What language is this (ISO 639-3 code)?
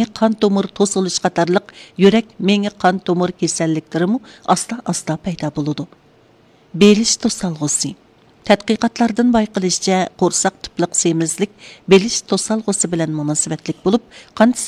uig